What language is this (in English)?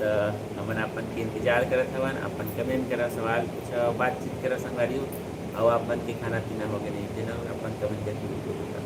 Chhattisgarhi